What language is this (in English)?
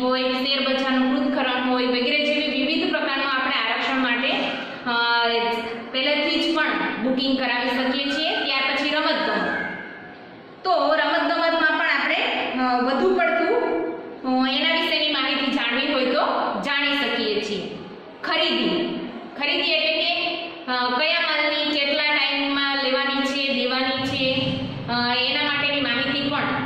Gujarati